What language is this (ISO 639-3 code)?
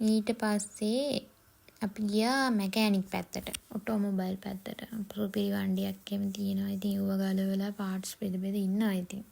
sin